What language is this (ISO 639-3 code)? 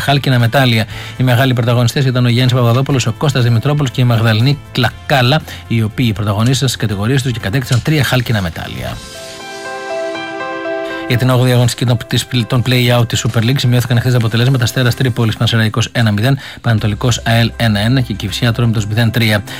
ell